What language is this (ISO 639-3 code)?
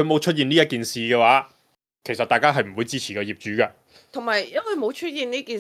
yue